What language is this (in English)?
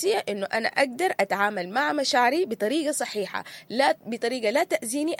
Sudanese Arabic